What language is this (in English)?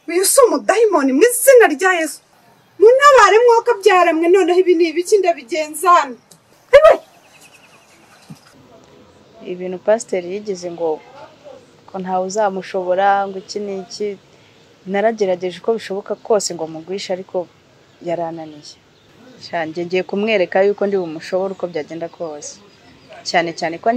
Kinyarwanda